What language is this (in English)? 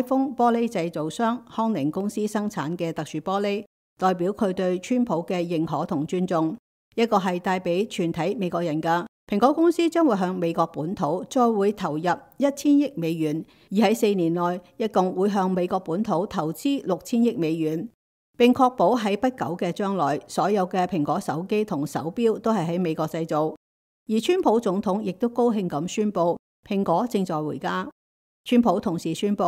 Cantonese